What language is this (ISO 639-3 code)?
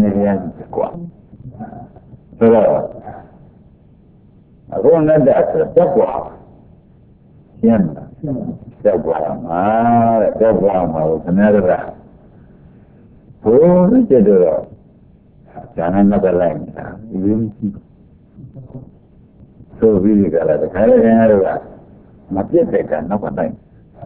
mya